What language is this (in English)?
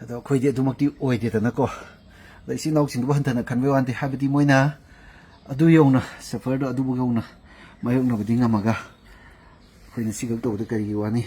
Manipuri